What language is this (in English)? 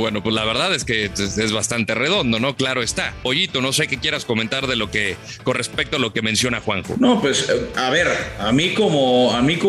Spanish